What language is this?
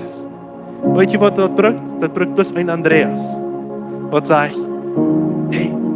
Plautdietsch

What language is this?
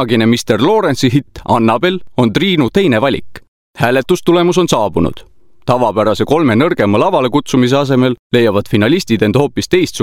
Estonian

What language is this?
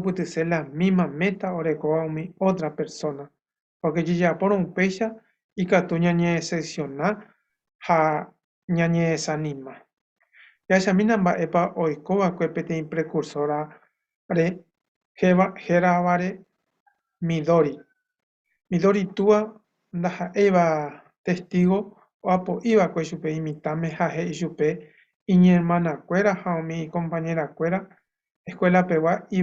Guarani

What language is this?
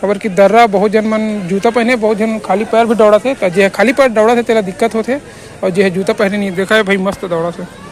Chhattisgarhi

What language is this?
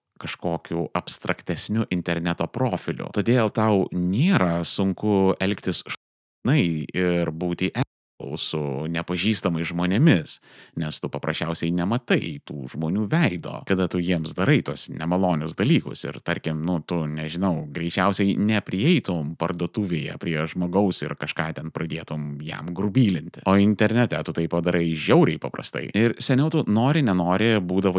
Lithuanian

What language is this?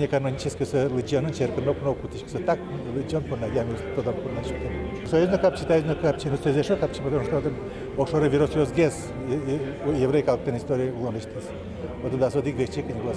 Udmurt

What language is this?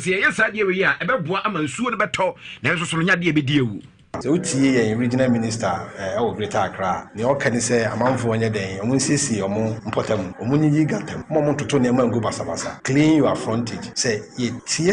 Akan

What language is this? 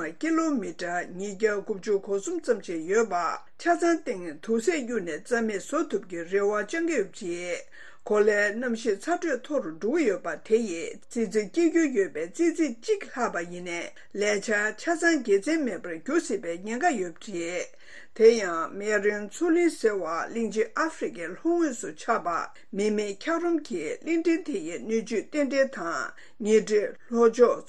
Tibetan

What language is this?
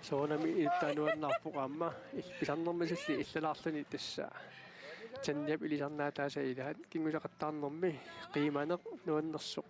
Kalaallisut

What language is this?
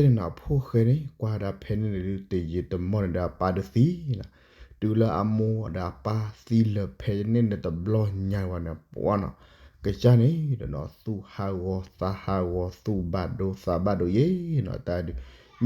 S'gaw Karen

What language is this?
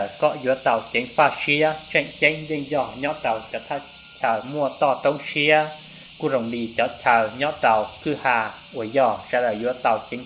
Hmong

